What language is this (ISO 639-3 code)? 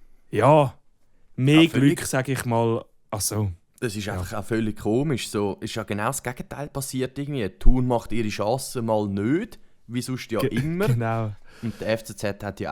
gsw